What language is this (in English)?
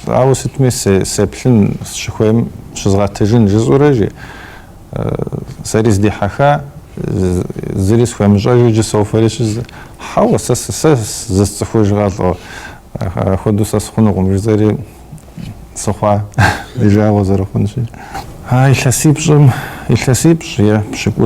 Kabardian